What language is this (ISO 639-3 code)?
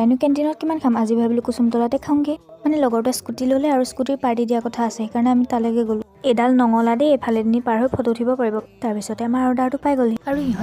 asm